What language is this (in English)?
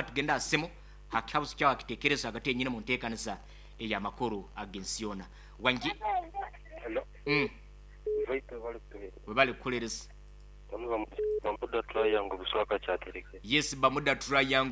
Nyoro